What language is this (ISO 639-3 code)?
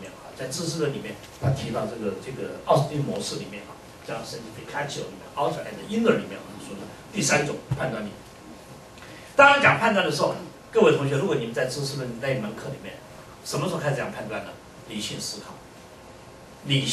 zho